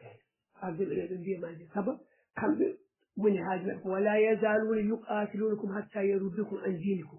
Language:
Fula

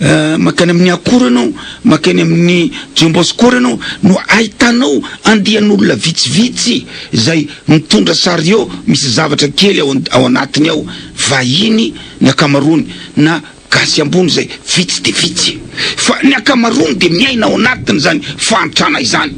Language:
Malagasy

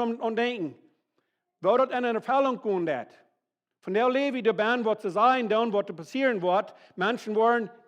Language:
Plautdietsch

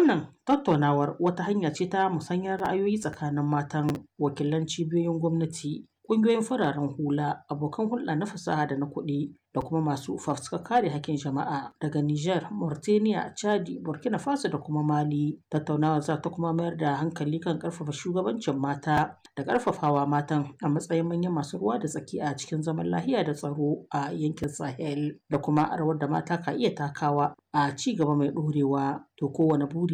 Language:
Hausa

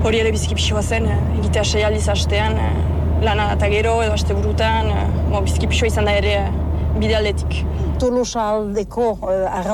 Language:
Basque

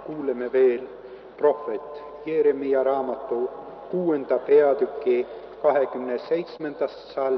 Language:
Estonian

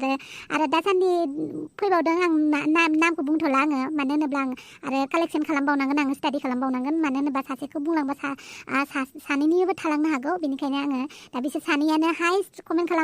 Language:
Bodo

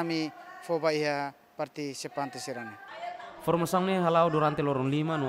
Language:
Tetum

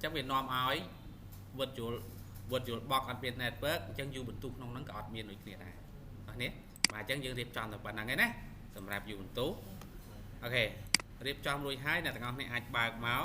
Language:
Khmer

